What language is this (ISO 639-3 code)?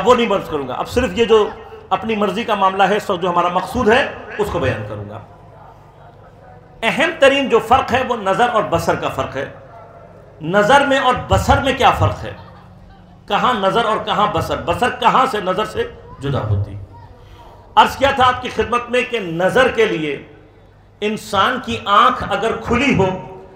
urd